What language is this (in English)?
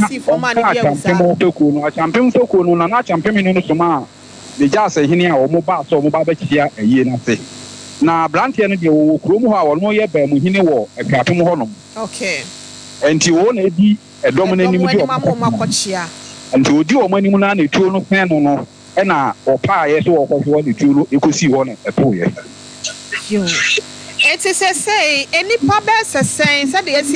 Akan